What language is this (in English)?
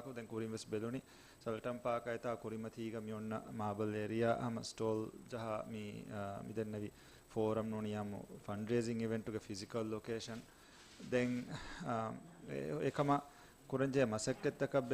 Divehi